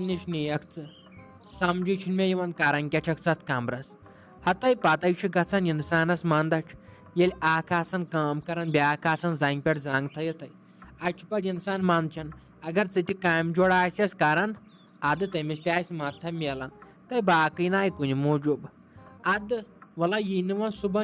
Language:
Kashmiri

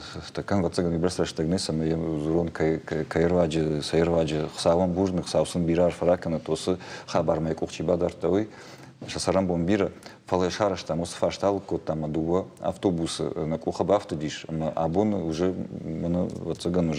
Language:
Ossetic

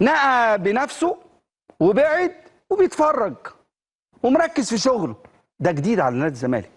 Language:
Egyptian Arabic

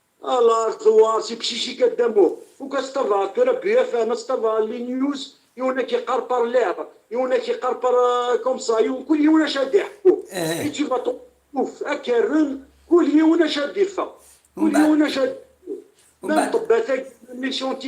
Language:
Kabyle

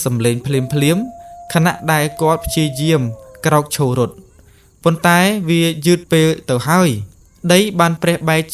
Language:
Khmer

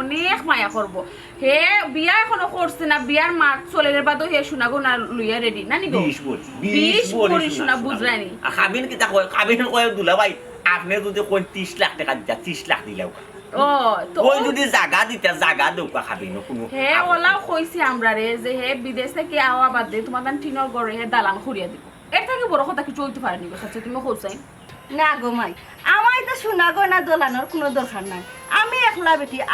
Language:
Sylheti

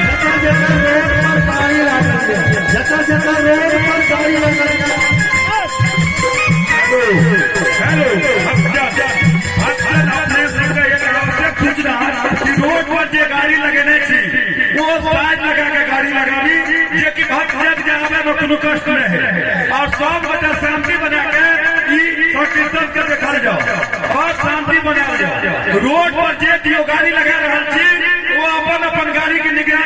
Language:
Maithili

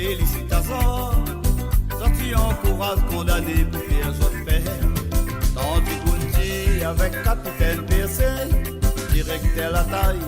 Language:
Morisyen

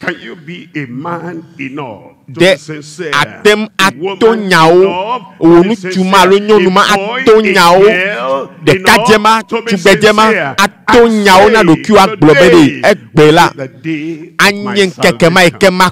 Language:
Ewe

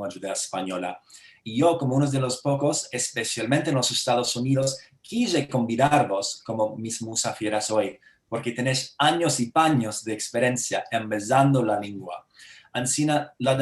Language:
Ladino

